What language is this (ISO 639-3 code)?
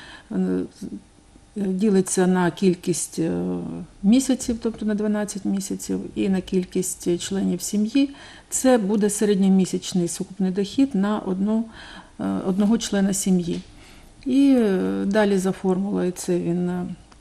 ukr